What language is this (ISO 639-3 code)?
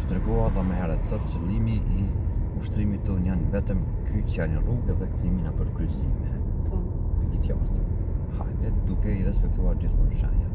sqi